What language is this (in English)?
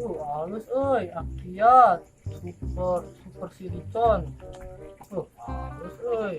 Sundanese